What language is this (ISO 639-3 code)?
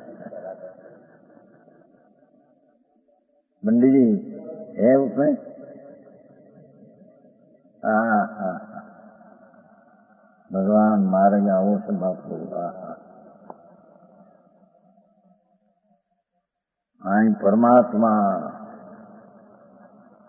guj